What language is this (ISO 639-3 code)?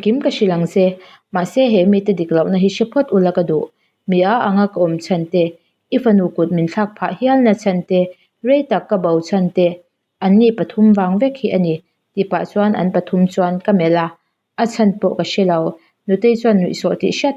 lus